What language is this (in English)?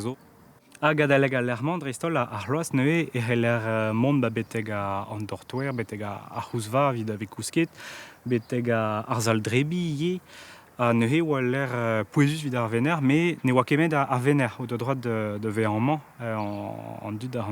Breton